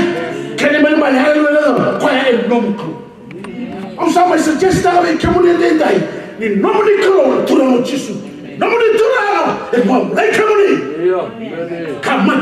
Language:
Fijian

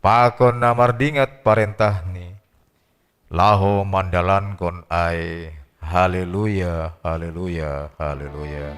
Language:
Batak Simalungun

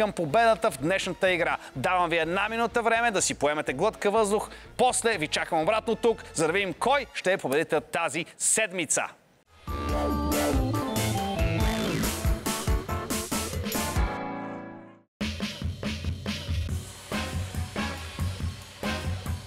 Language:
Bulgarian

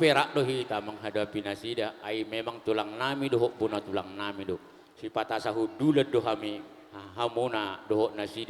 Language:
Batak Toba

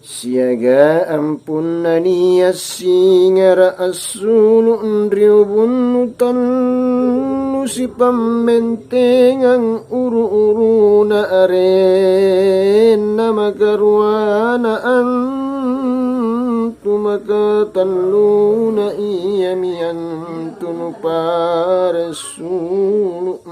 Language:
Makasar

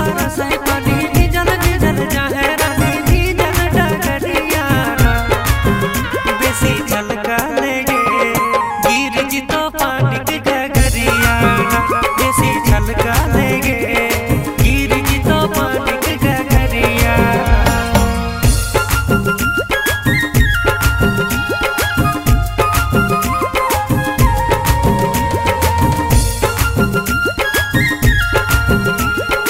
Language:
Bhojpuri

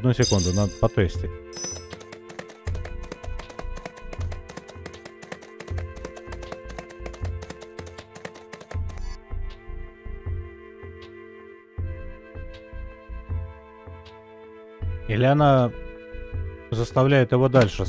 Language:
Russian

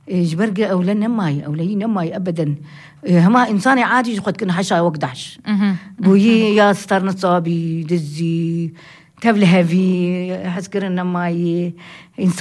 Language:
Kurdish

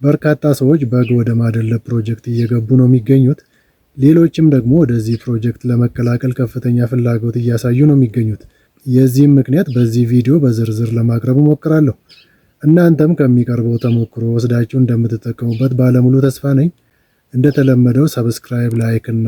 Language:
Amharic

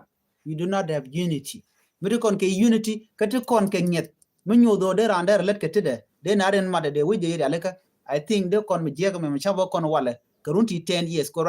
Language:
Nuer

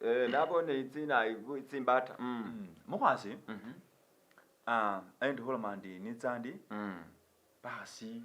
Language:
Masaaba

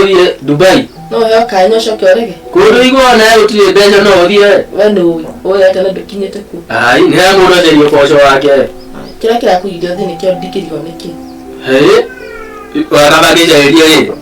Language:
Kikuyu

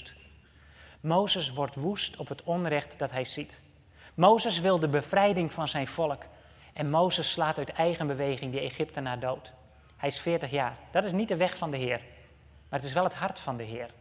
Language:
Dutch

